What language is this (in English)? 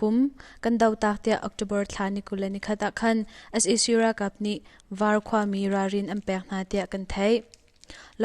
Hakha Chin